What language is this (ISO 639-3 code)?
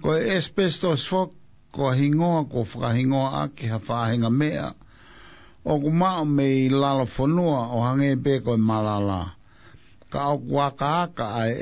ton